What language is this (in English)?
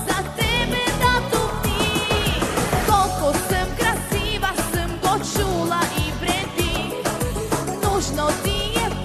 Bulgarian